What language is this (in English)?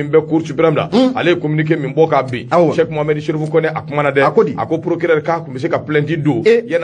Bambara